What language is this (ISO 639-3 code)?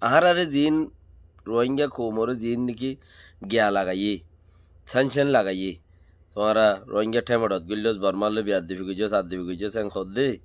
rhg